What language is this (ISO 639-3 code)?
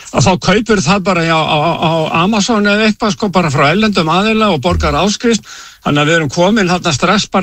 isl